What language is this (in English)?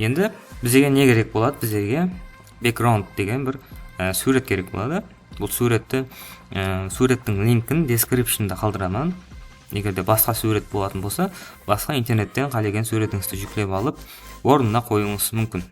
Kara-Kalpak